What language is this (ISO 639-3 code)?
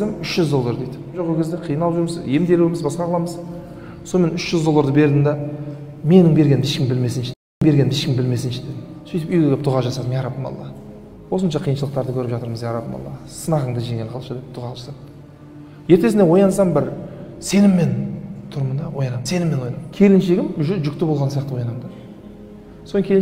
kaz